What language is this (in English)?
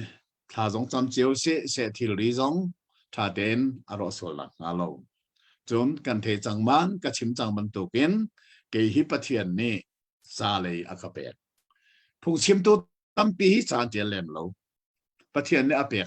Hakha Chin